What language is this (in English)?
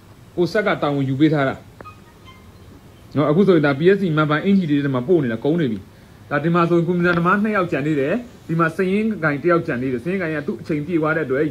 Burmese